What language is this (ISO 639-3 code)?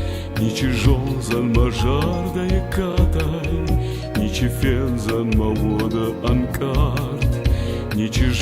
oss